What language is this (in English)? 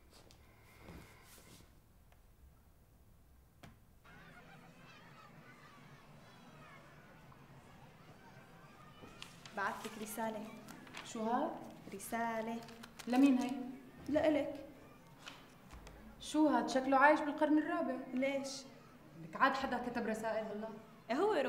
North Levantine Arabic